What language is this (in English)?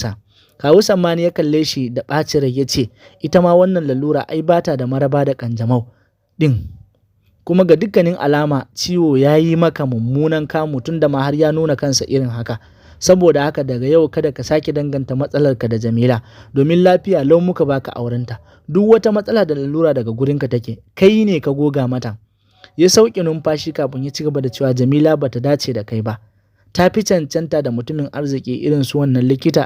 Hausa